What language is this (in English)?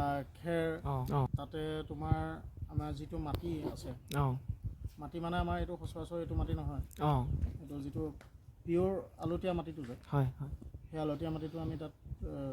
Assamese